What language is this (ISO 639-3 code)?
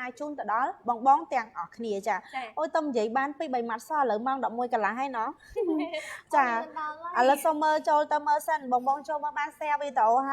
khm